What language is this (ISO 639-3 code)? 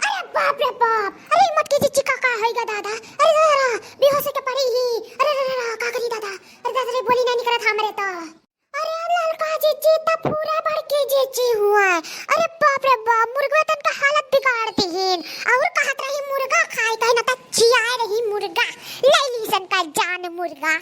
awa